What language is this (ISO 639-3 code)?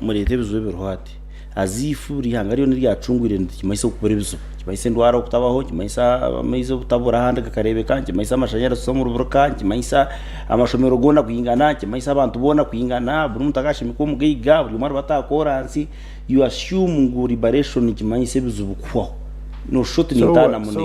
nyn